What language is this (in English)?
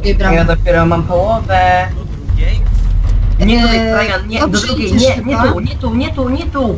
Polish